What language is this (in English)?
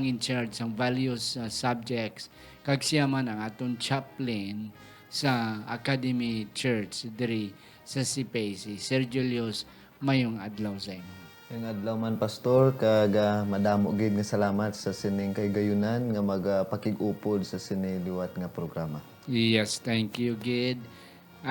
Hiligaynon